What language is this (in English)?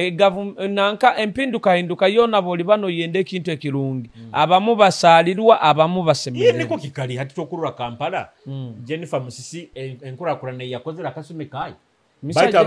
Nyoro